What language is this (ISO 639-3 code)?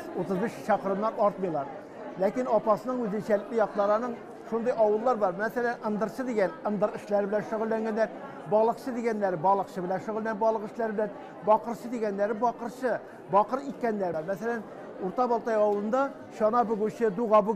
tat